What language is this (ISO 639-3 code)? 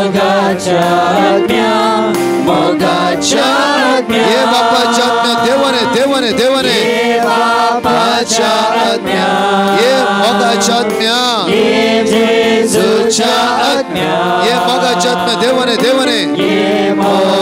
kok